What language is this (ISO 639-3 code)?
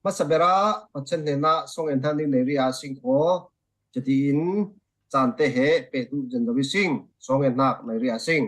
cfm